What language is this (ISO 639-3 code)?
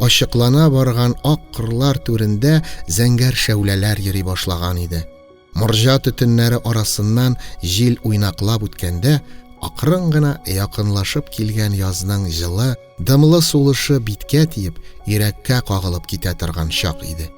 tat